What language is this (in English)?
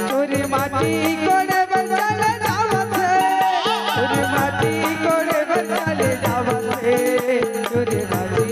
Chhattisgarhi